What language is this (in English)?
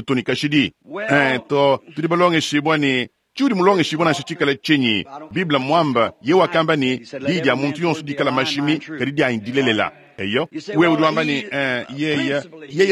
Luba-Lulua